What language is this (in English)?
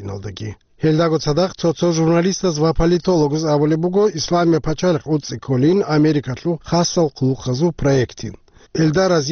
Avaric